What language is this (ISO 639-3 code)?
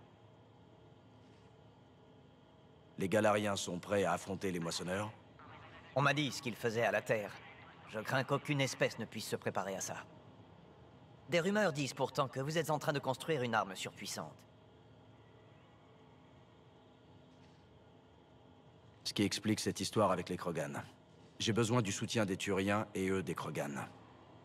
fra